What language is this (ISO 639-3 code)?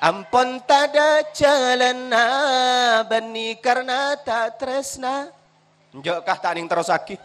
mad